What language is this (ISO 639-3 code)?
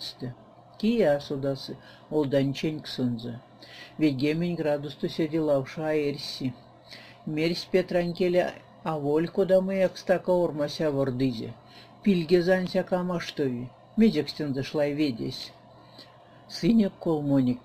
myv